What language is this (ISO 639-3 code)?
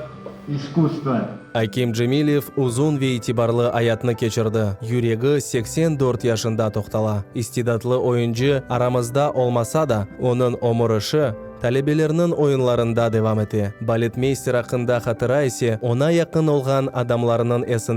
crh